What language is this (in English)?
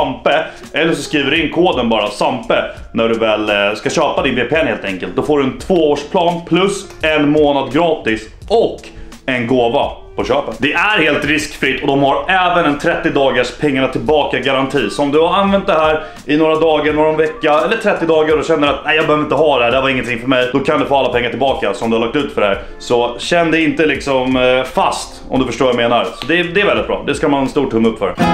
Swedish